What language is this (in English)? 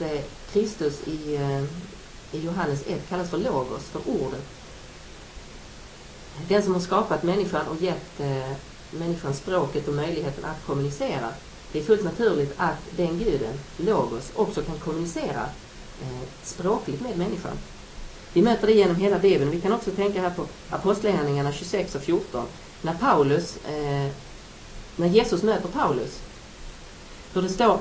Swedish